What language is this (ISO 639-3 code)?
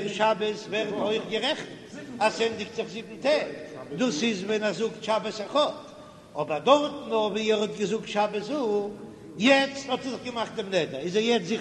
yid